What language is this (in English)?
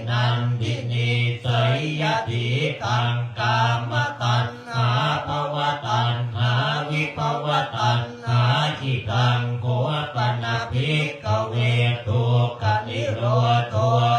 Pali